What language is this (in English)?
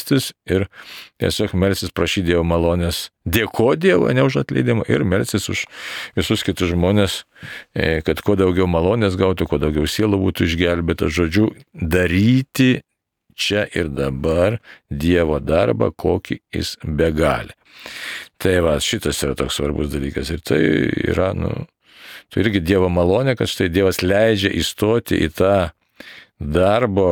Lithuanian